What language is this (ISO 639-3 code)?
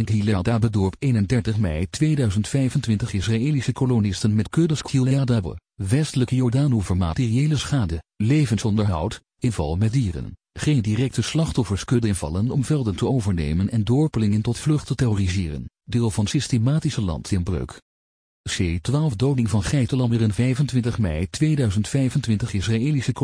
nld